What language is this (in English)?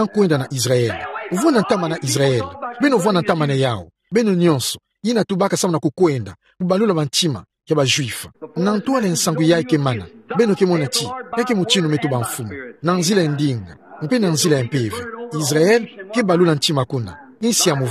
Kituba (Democratic Republic of Congo)